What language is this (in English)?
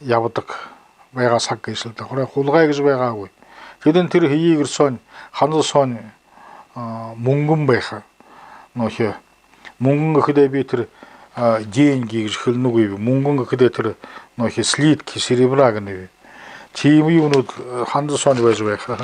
Buriat